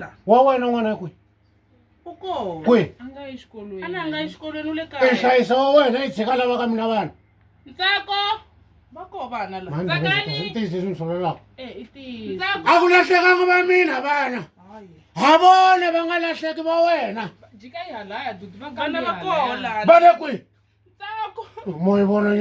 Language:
Tsonga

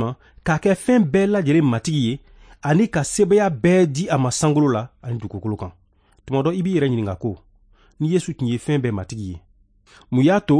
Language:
Bambara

